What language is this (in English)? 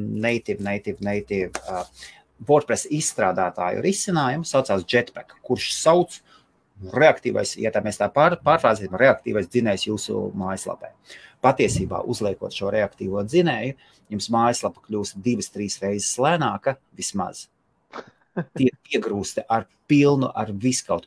Latvian